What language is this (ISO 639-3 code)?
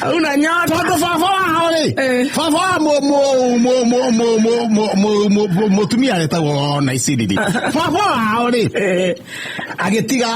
kik